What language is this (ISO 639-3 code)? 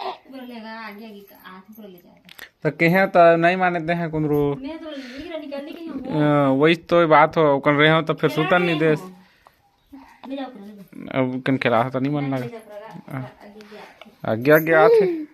hne